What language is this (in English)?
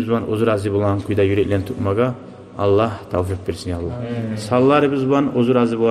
Kumyk